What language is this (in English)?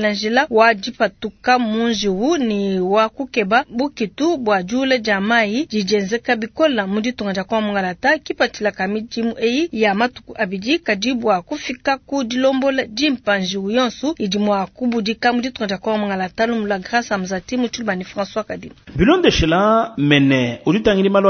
Luba-Lulua